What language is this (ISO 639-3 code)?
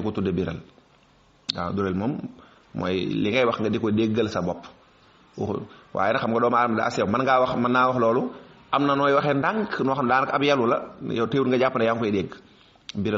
wol